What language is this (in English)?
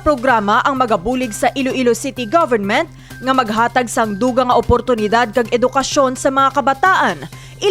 Hiligaynon